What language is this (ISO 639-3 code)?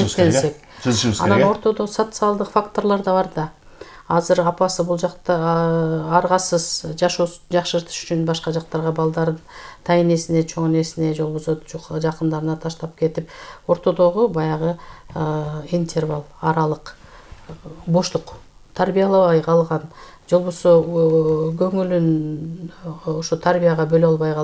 kir